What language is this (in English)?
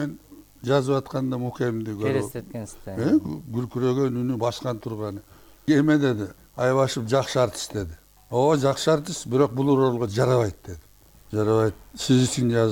Kyrgyz